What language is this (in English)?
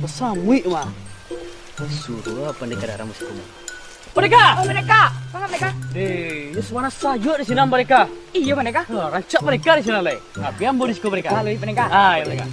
Minangkabau